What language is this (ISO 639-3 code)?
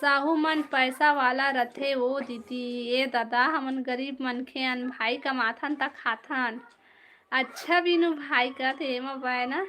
hne